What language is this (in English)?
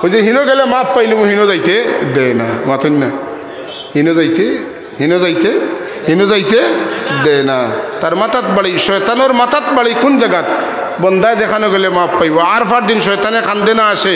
Sylheti